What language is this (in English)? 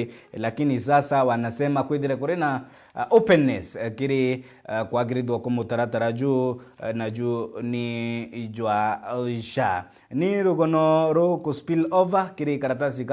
Meru